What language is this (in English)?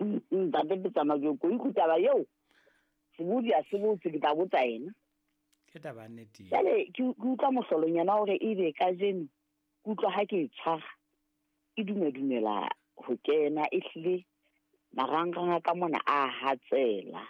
Southern Sotho